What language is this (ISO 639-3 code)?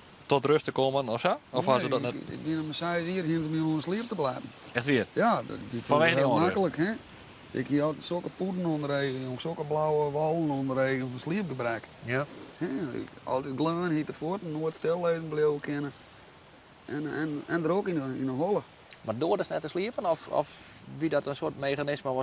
fry